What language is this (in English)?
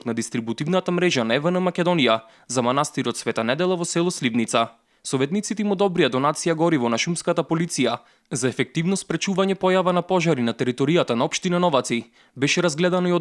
Macedonian